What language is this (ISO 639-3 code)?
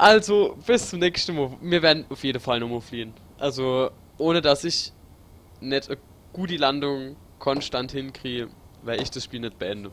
pfl